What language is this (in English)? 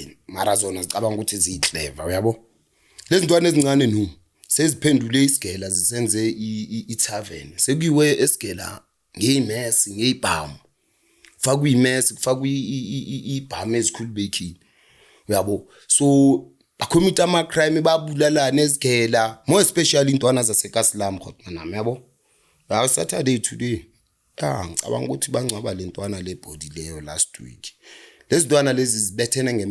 Zulu